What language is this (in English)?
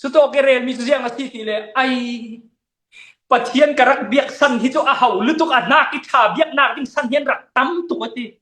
Falam Chin